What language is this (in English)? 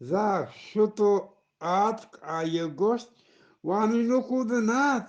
Eastern Balochi